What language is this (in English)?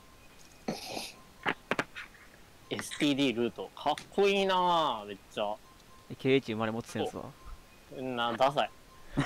Japanese